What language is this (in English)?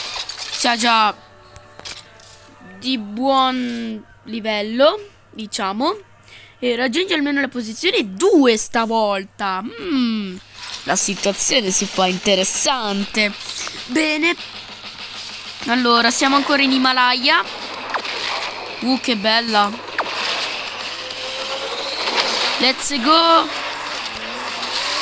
Italian